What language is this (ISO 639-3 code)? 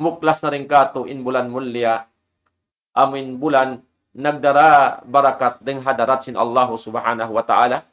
tsg